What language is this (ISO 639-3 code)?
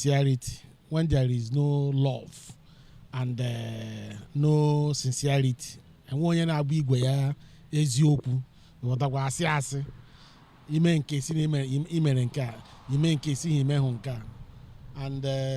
ibo